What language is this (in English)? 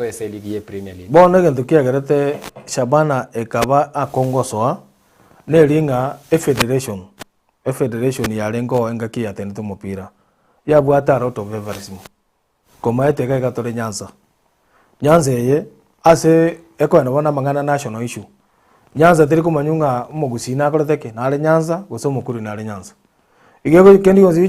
Gusii